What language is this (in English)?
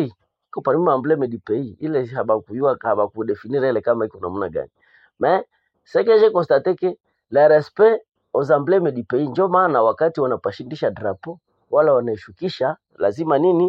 Swahili